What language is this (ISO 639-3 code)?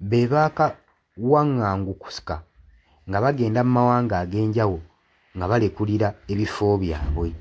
lug